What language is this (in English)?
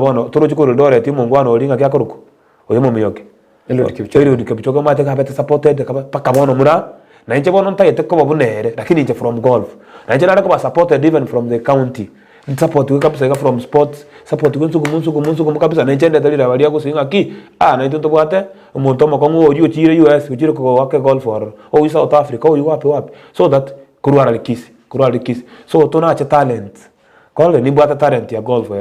Gusii